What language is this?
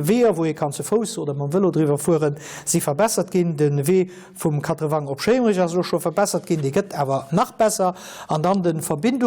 Luxembourgish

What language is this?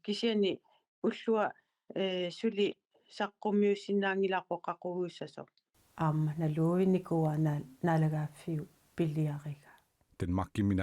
Kalaallisut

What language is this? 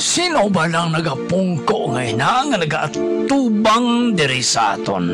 Hiligaynon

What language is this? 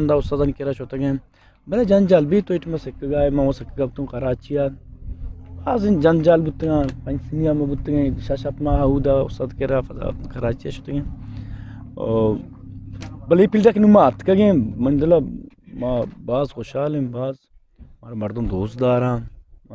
Eastern Balochi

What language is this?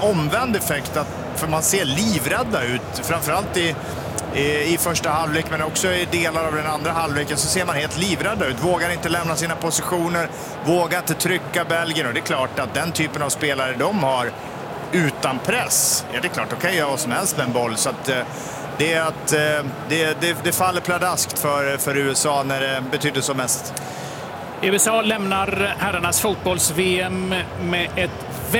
Swedish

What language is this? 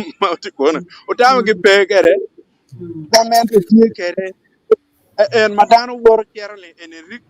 Acoli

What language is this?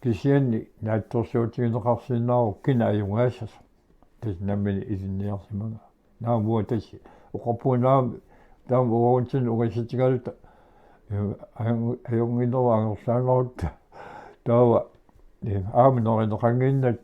Kalaallisut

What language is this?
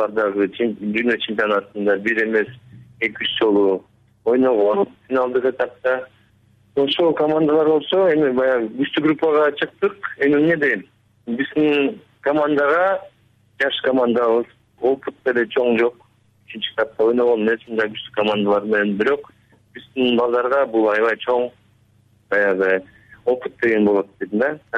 Kyrgyz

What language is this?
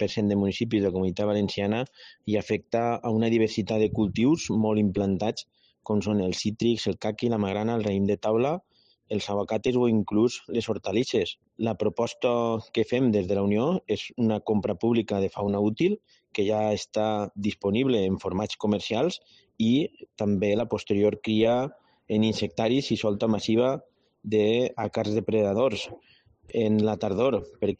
Catalan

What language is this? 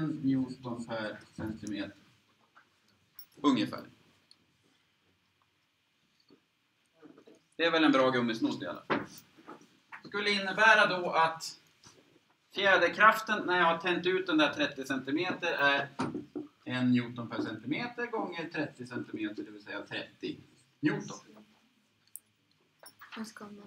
Swedish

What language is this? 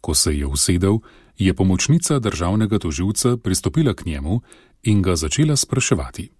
Slovenian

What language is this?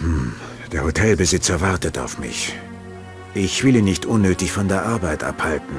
Bavarian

